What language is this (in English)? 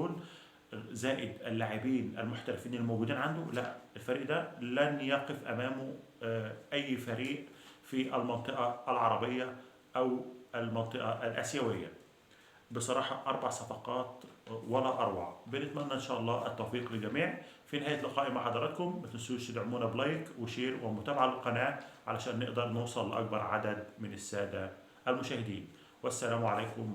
Egyptian Arabic